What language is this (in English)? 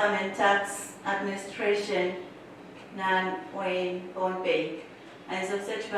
Pohnpeian